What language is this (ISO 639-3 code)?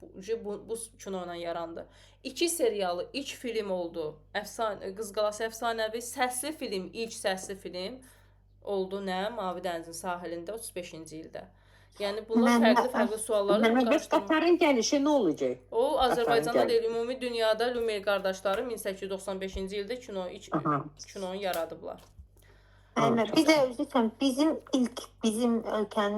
aze